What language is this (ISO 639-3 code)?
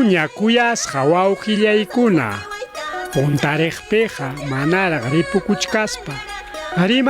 quy